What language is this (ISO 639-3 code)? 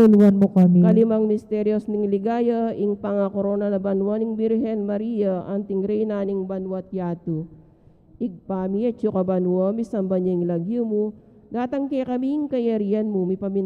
pam